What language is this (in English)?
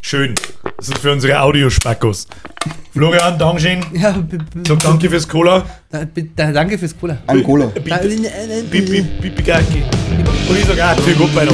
Bavarian